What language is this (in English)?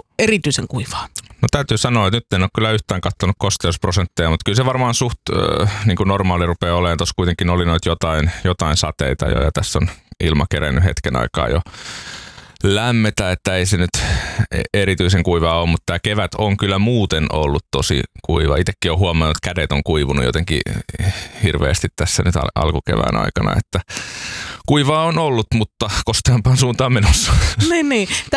Finnish